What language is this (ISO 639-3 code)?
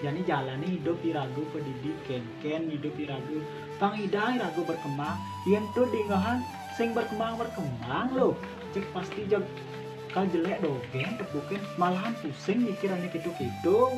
ban